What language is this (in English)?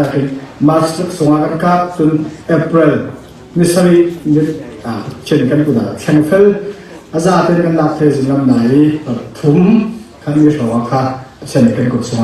Falam Chin